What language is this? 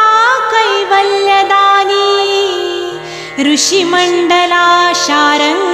Marathi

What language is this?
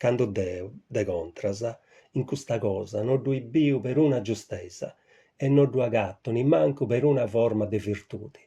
Sardinian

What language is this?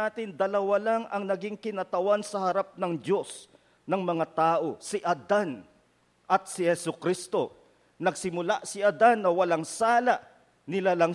Filipino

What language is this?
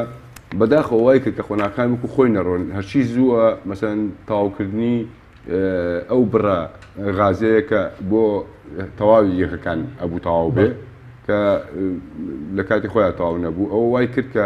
Central Kurdish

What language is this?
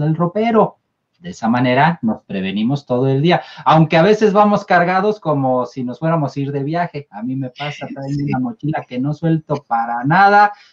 Spanish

